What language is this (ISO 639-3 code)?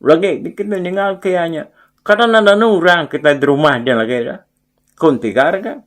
iba